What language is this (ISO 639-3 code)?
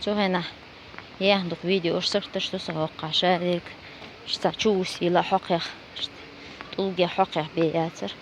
che